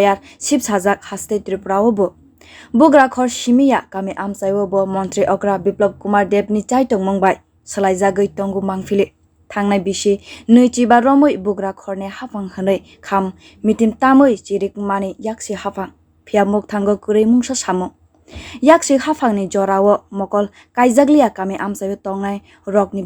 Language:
Kok Borok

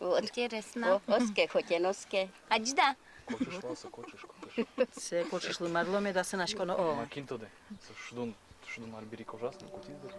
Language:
Udmurt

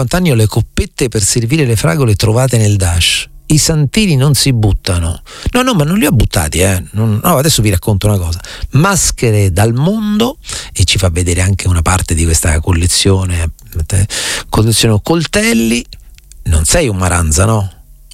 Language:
Italian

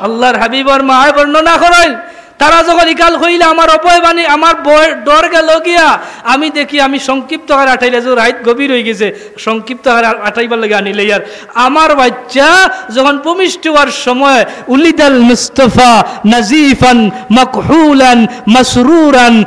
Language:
Sylheti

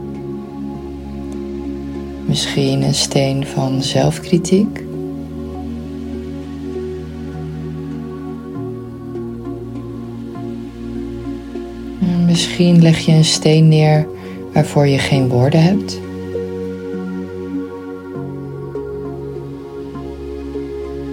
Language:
Dutch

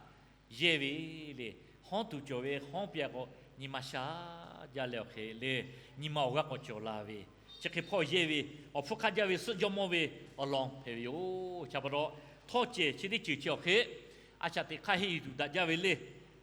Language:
Lahu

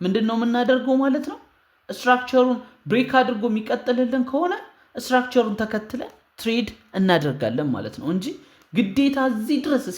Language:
Amharic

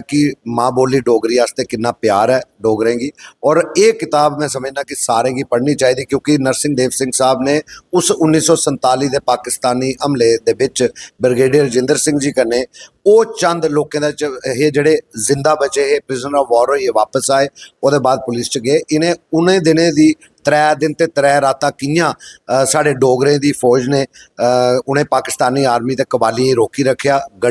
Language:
Dogri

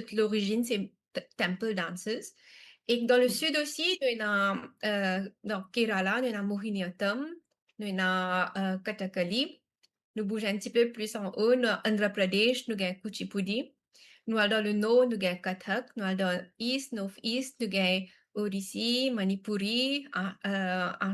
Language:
Morisyen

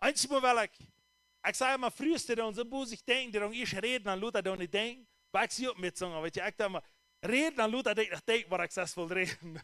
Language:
Plautdietsch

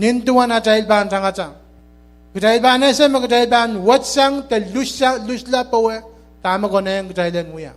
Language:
Pohnpeian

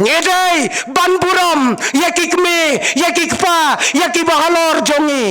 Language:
Khasi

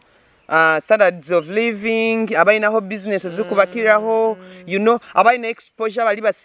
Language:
Nyoro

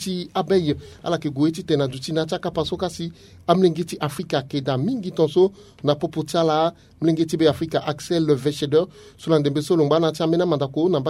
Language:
Sango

